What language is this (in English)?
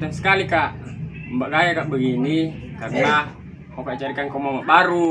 Makassar Malay